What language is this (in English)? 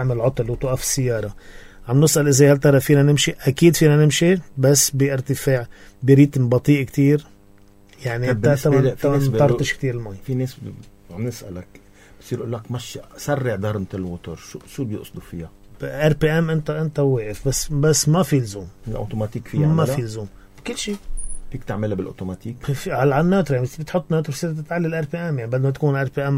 North Levantine Arabic